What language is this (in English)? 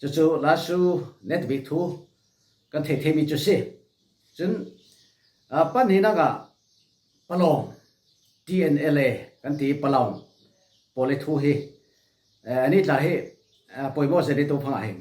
Falam Chin